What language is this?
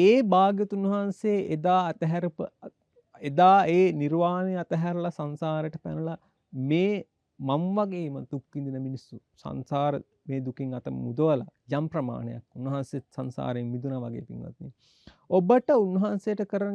Sinhala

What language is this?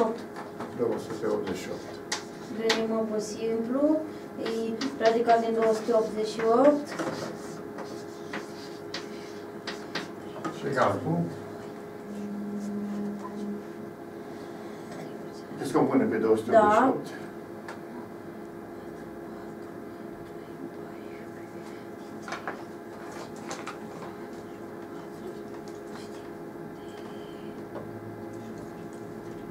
Romanian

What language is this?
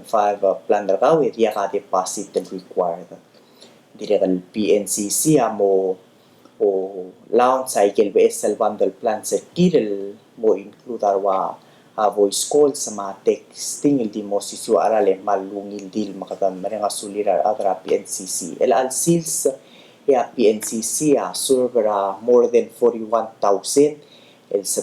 Palauan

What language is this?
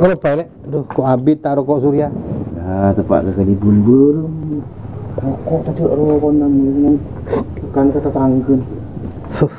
Madurese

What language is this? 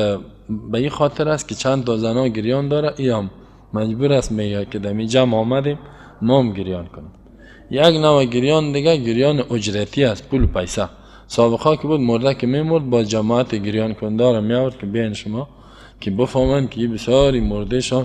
Persian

